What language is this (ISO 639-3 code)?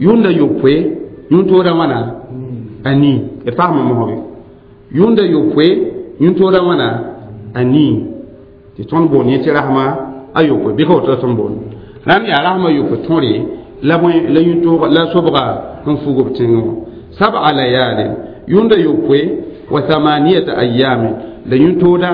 mos